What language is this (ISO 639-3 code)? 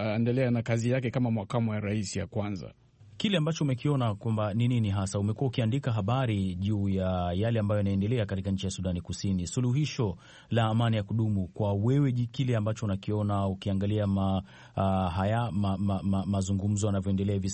swa